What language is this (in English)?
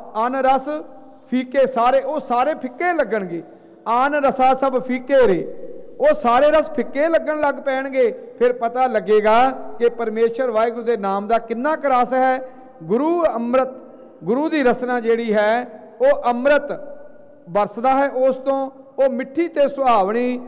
Punjabi